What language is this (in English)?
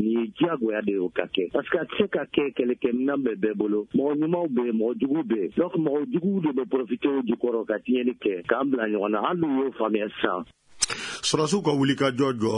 Bambara